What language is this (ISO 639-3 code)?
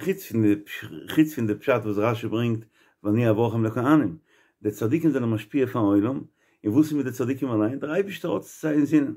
yid